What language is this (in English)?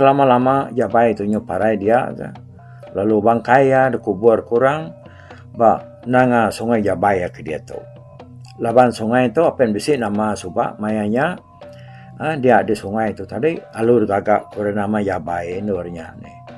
Iban